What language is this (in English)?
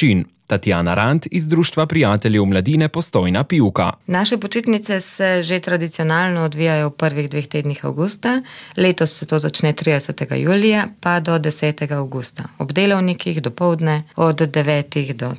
Slovenian